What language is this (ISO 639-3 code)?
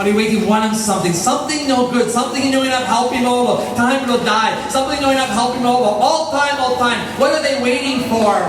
tpi